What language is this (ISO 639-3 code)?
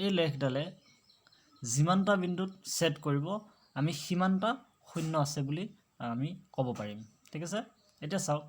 asm